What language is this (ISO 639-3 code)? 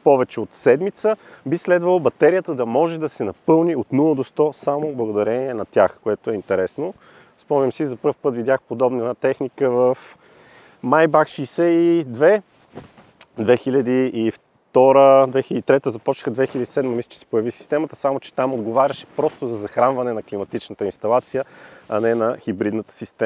bul